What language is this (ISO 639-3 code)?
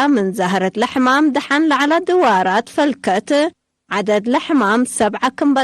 tig